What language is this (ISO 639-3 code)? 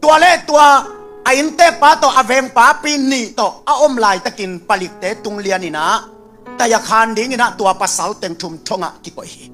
ctd